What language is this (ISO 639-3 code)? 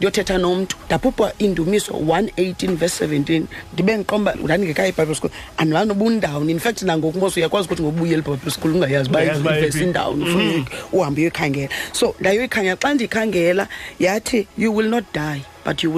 xho